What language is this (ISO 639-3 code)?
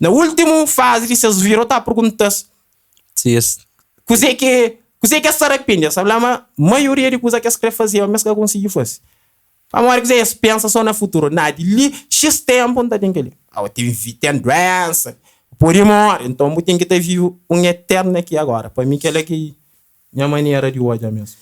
kea